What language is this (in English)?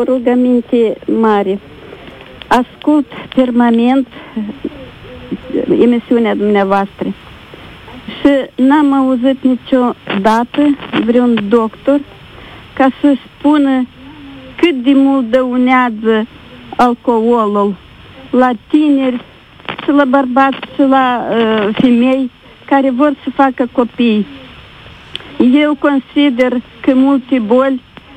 Romanian